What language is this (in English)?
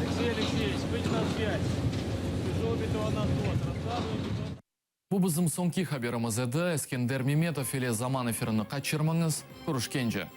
Crimean Tatar